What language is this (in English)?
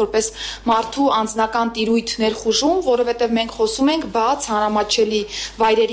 Armenian